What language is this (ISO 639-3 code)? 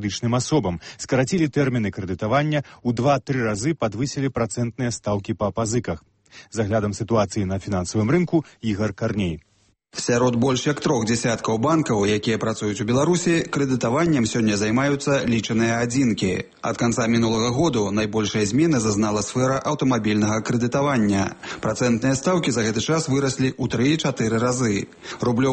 bel